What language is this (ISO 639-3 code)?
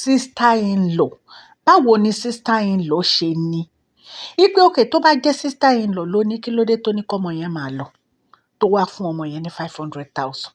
yor